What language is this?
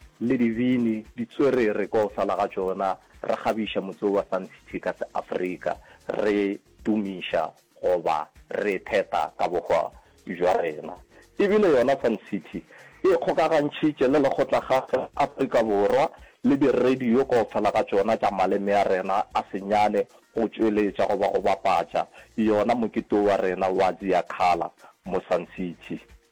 Northern Sotho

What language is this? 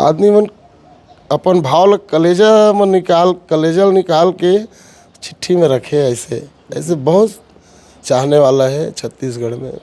Chhattisgarhi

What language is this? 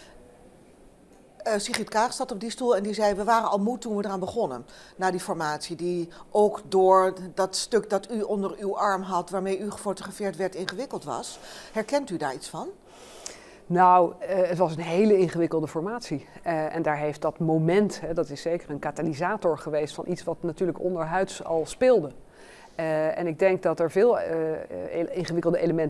Dutch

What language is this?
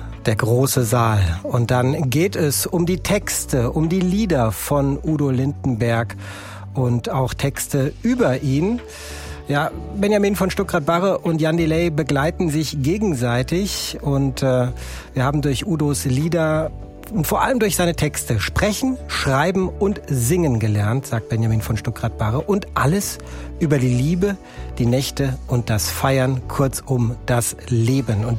German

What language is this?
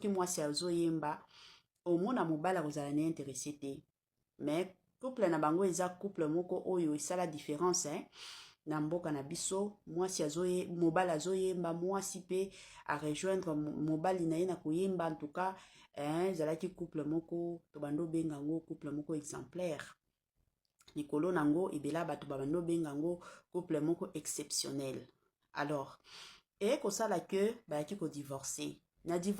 Lingala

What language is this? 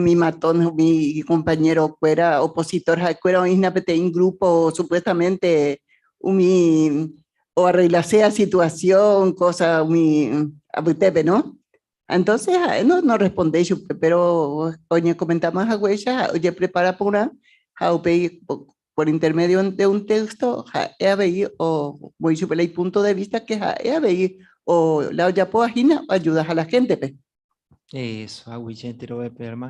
Guarani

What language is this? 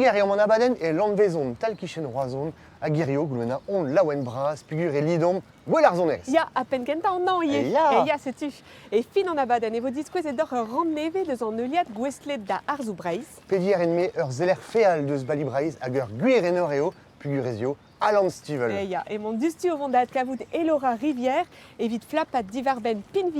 Breton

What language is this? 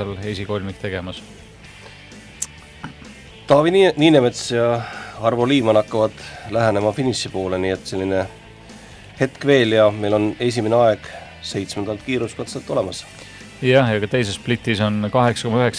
Estonian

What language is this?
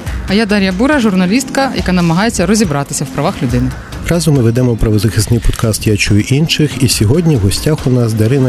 Ukrainian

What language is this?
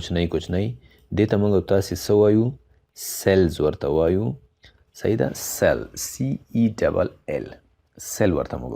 Pashto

